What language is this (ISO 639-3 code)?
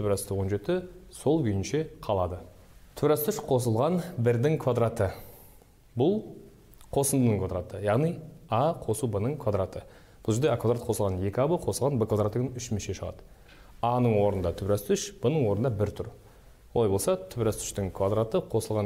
kaz